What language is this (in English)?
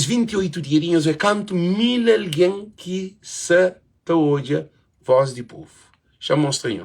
Kabuverdianu